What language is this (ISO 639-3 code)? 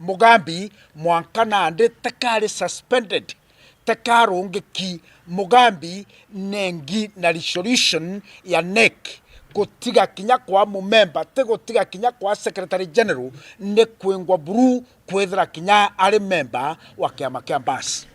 mer